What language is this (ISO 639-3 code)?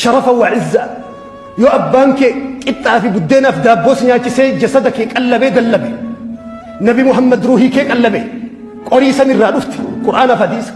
orm